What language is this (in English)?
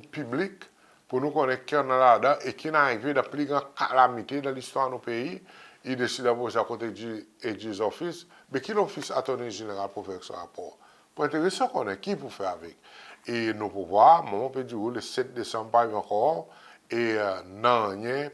Seselwa Creole French